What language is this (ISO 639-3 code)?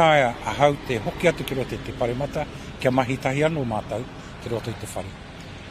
mri